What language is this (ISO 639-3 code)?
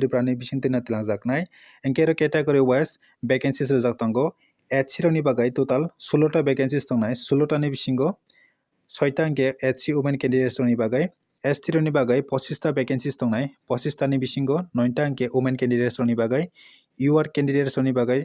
trp